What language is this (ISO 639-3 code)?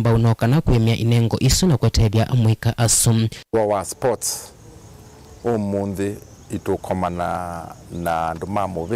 kam